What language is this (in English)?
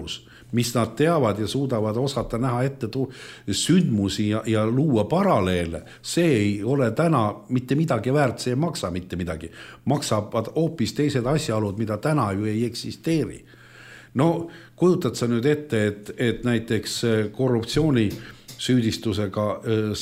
Estonian